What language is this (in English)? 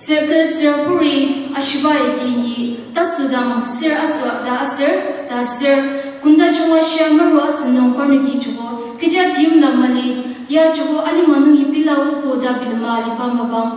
Ao Naga